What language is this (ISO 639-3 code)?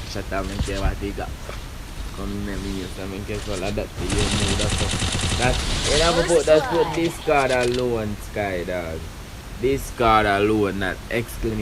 jam